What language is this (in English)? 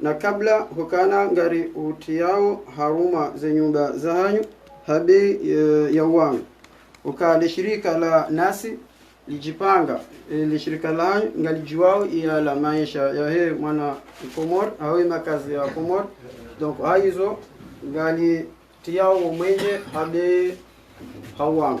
Ngazidja Comorian